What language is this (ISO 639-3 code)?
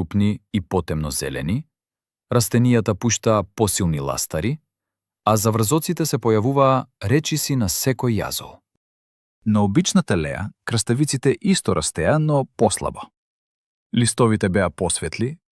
mkd